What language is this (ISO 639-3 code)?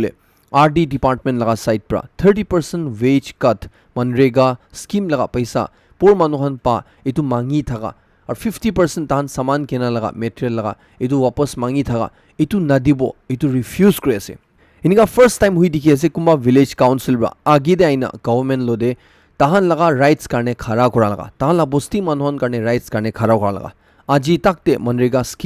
nag